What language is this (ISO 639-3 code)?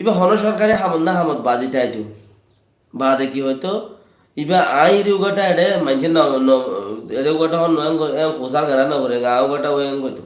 rhg